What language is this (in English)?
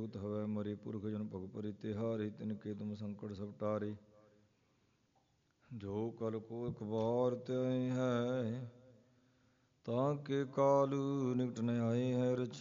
Punjabi